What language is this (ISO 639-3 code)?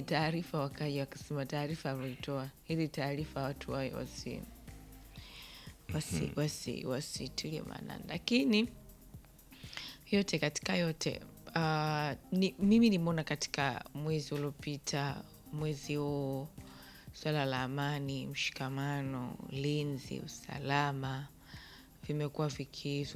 swa